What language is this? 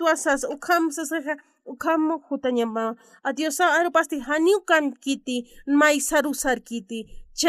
Aymara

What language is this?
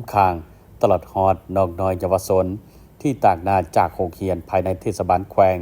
Lao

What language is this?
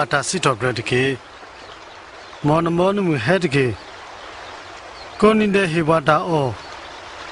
S'gaw Karen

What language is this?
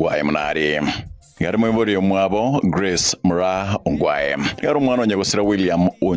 Gusii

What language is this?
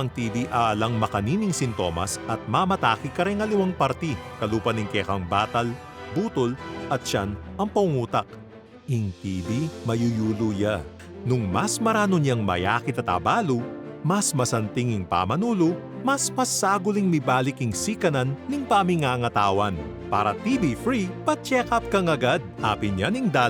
Pampanga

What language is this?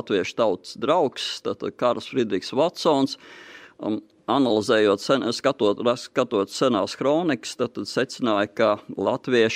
Latvian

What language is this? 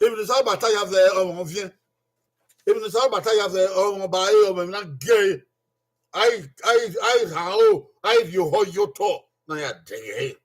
Bini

